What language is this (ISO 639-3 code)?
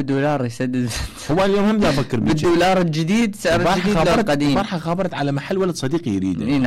acm